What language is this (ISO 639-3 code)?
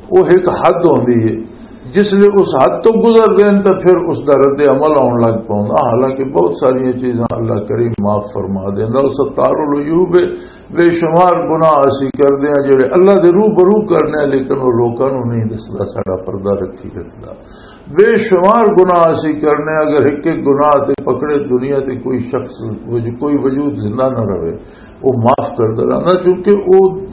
lah